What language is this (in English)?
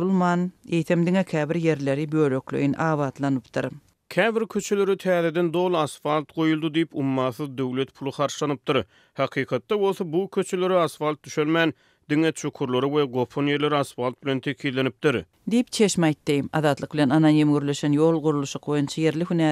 Turkmen